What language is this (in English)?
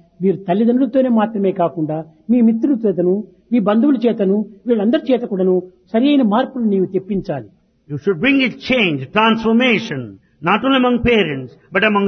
Telugu